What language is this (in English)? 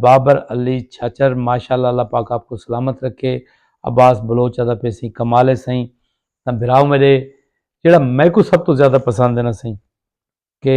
Saraiki